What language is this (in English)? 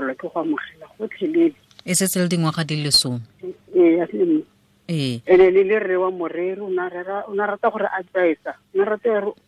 Tswana